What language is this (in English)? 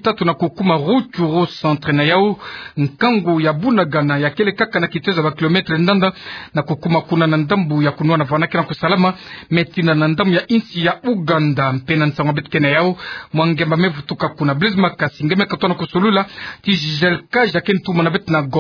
Kituba (Democratic Republic of Congo)